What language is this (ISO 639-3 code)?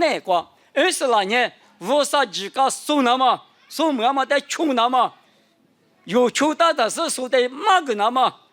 lis